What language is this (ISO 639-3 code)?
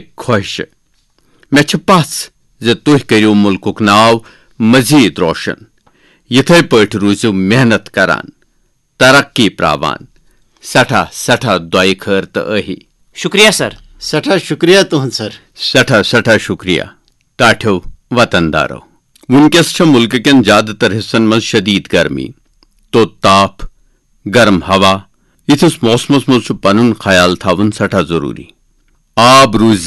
kas